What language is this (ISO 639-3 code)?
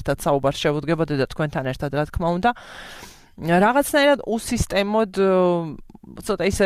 kat